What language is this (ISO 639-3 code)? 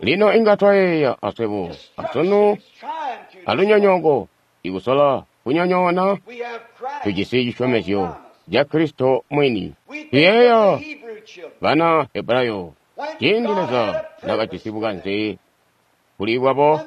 toi